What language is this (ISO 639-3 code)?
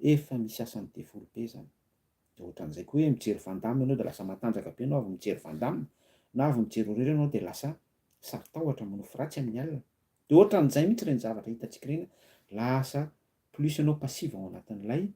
mlg